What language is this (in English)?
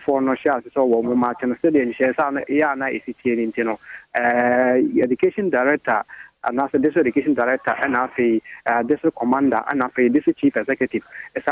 Akan